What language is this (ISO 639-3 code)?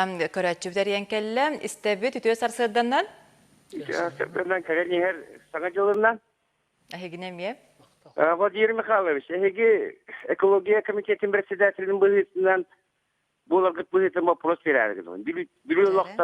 sah